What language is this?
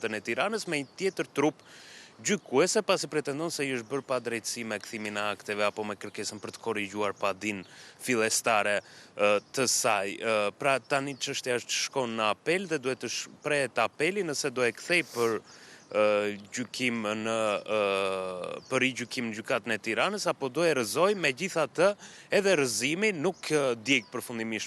Albanian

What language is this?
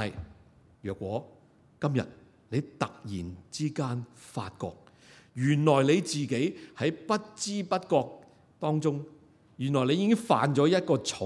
Cantonese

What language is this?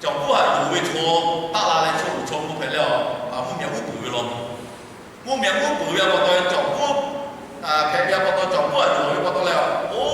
Lahu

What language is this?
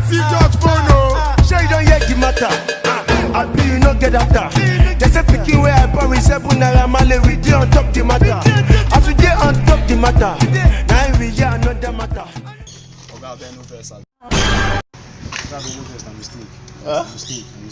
Nigerian Pidgin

